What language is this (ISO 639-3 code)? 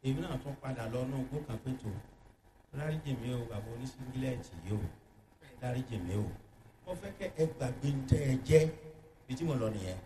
yor